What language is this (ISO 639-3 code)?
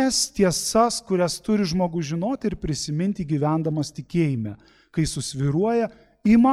lit